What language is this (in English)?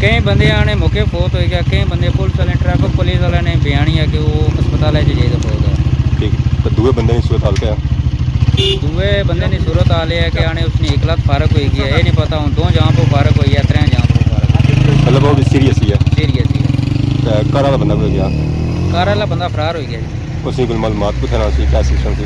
Pahari-Potwari